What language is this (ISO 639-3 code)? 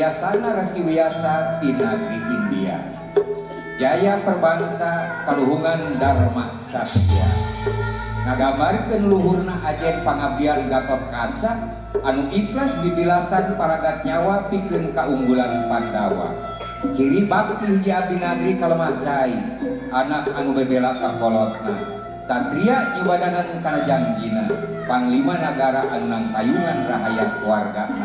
sun